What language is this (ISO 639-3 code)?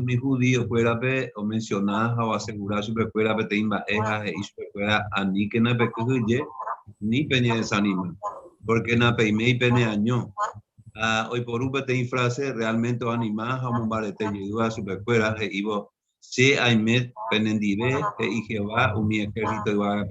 grn